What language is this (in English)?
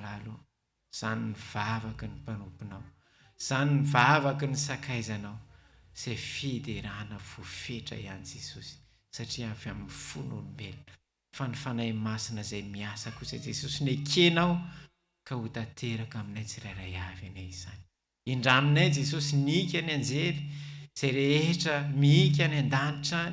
Malagasy